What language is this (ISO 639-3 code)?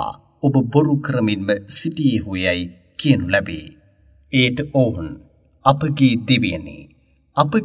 sin